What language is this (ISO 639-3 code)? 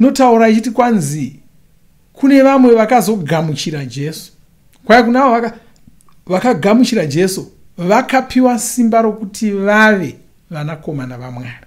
sna